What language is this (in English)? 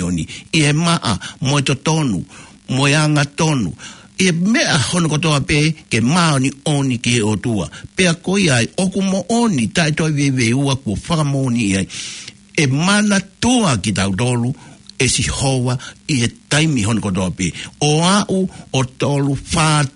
Tongan